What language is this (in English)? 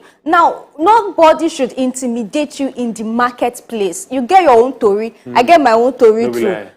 Nigerian Pidgin